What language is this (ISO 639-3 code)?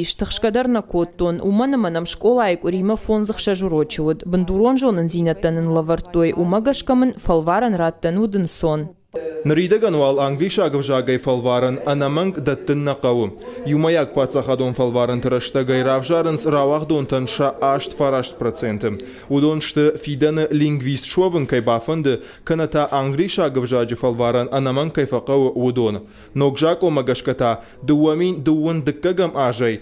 oss